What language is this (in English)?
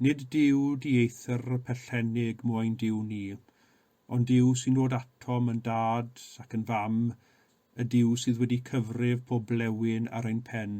Welsh